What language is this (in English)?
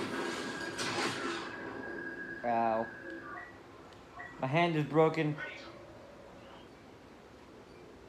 English